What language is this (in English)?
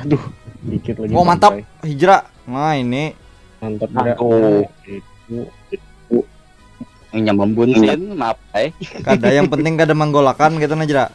Banjar